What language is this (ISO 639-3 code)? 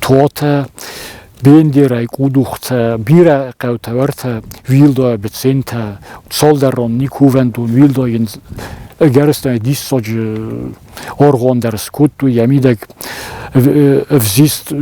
oss